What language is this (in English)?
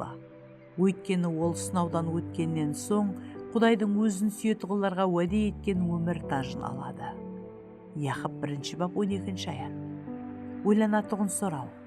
Kara-Kalpak